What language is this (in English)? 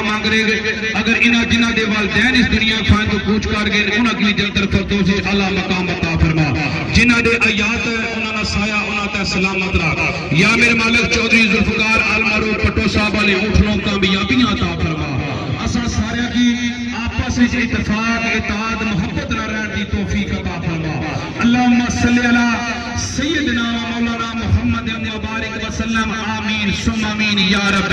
Pahari-Potwari